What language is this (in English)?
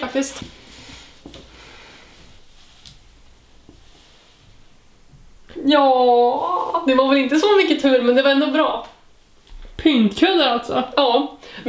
Swedish